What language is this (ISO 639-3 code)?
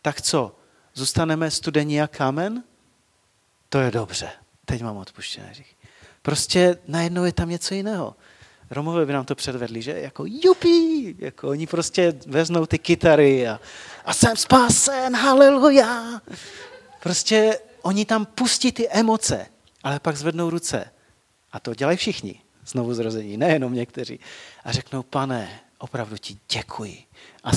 ces